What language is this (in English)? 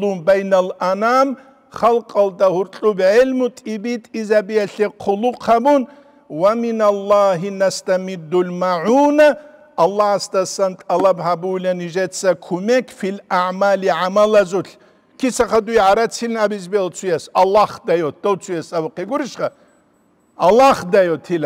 Avaric